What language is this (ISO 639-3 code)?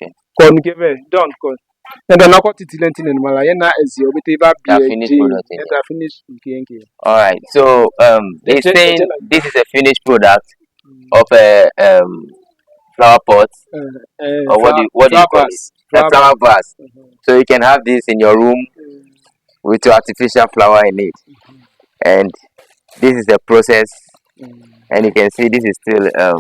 ewe